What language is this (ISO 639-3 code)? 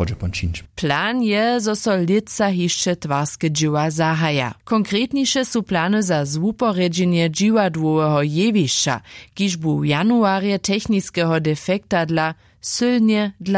hsb